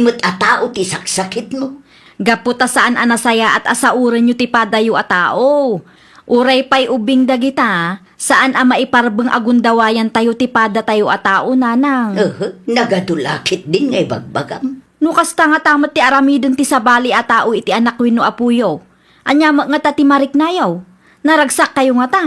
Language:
Iloko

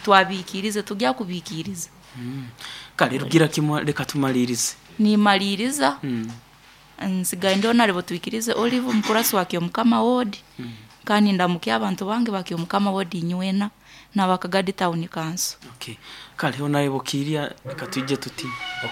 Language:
Nyoro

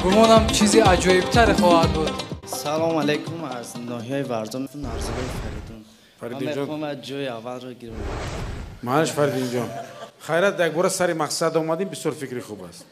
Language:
Tajik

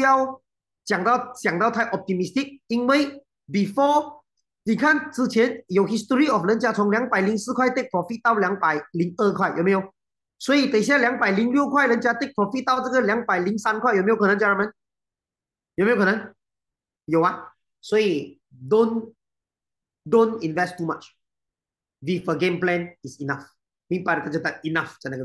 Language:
Chinese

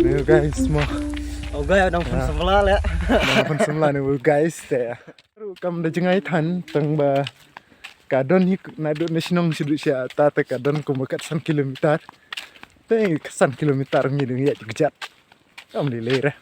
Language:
Khasi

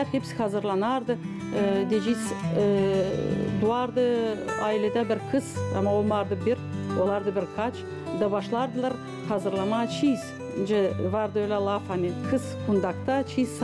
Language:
Gagauz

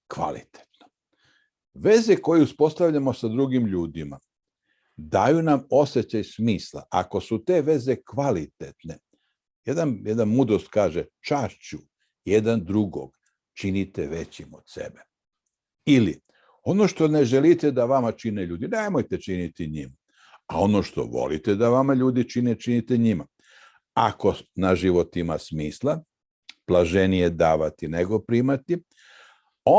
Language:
Macedonian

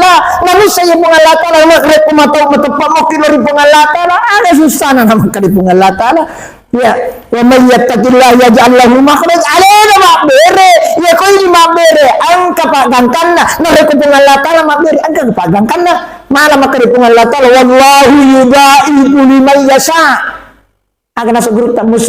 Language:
Buginese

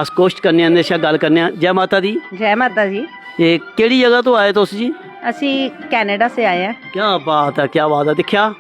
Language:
Dogri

